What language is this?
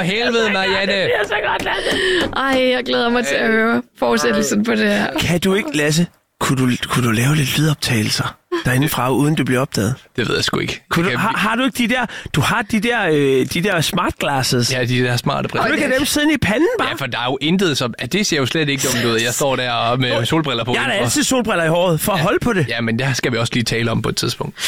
Danish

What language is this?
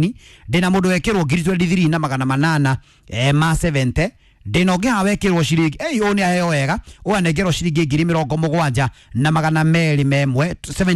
Kikuyu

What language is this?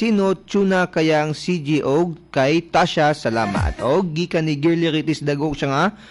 Cebuano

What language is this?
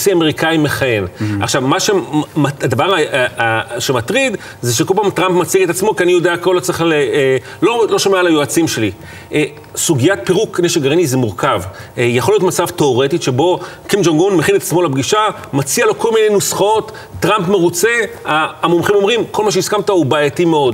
Hebrew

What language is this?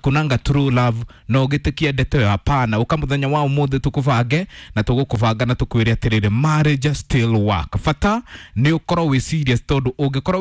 Kikuyu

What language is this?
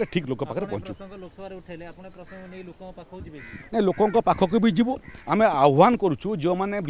Odia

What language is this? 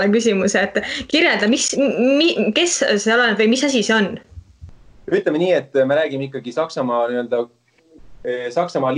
Estonian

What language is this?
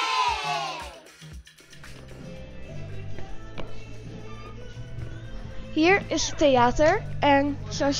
Dutch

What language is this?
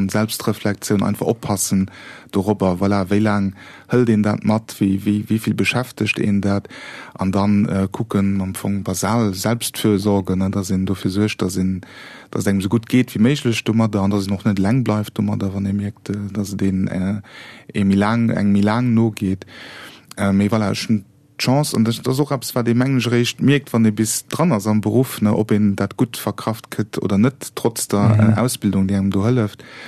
Luxembourgish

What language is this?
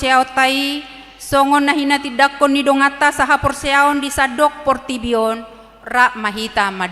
Batak Toba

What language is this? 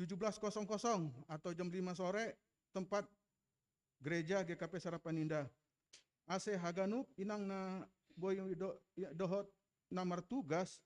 Batak Simalungun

